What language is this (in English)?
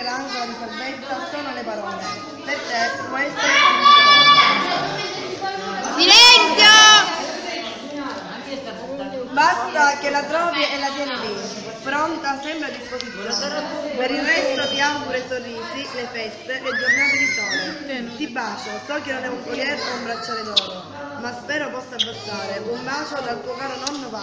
Italian